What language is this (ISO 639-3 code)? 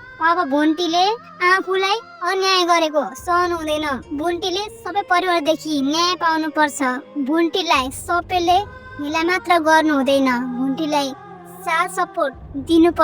nep